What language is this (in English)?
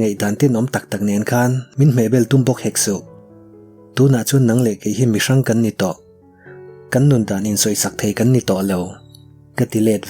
Mizo